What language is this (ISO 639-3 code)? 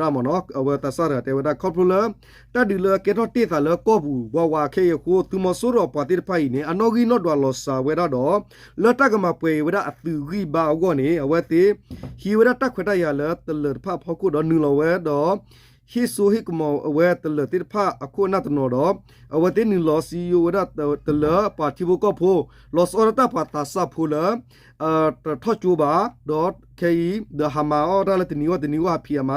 ksw